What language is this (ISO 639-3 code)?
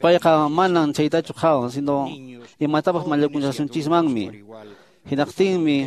que